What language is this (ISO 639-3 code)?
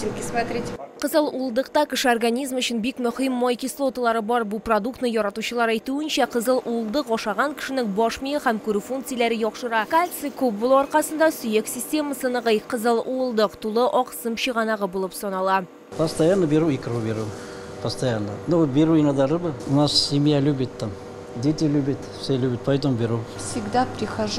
tat